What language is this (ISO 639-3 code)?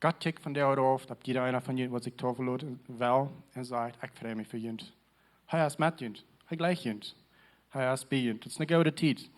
pdt